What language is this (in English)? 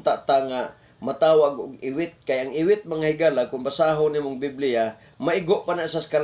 Cebuano